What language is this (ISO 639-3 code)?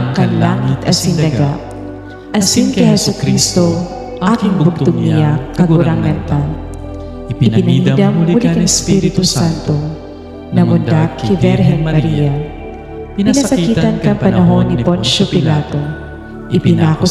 bik